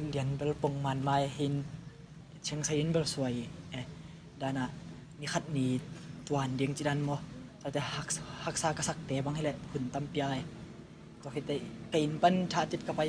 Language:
Tedim Chin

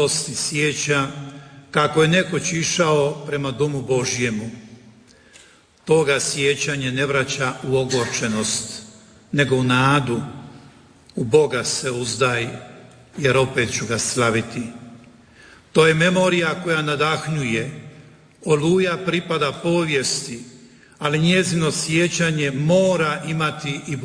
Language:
Croatian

